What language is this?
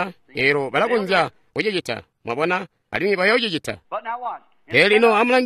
Tonga (Zambia)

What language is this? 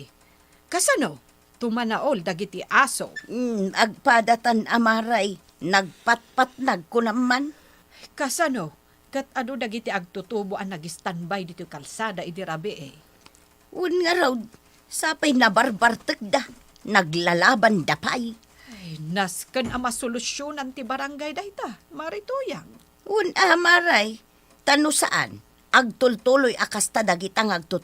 Iloko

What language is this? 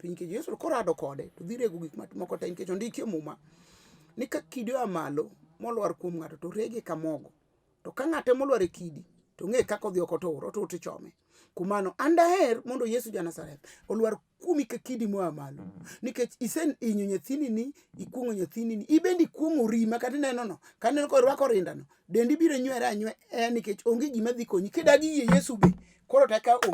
Luo (Kenya and Tanzania)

